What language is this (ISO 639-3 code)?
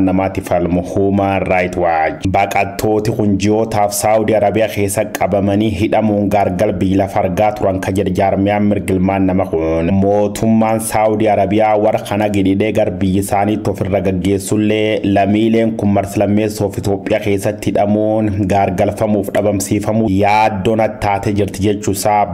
orm